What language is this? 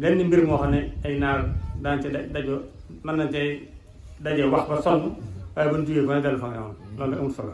Wolof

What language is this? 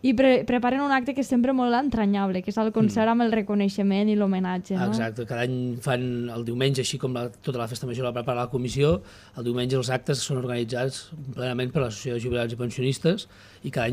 Catalan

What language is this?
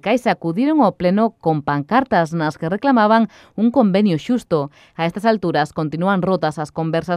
Galician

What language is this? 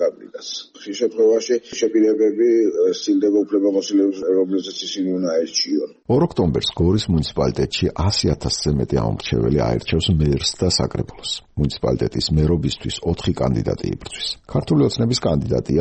Georgian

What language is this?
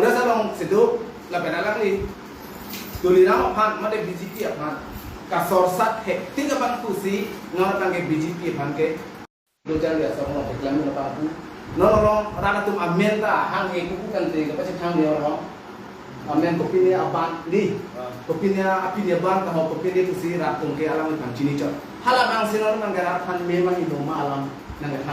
Karbi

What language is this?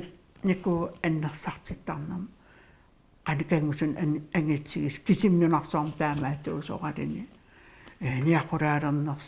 Kalaallisut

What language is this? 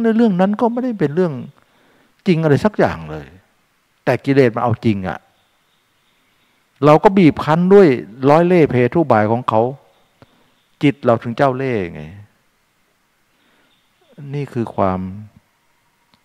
Thai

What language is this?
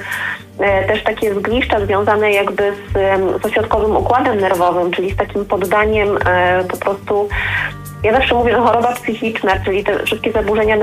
Polish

